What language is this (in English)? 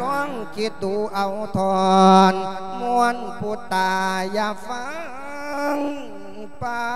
Lao